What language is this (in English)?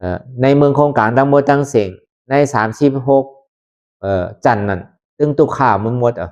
Lü